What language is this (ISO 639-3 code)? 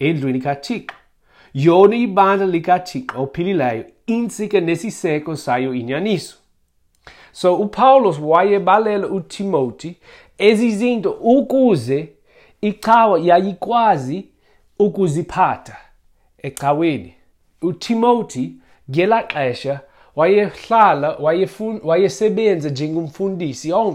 xho